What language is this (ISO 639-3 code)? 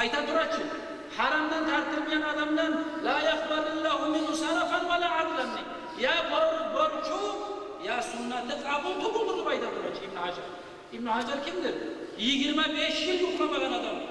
kum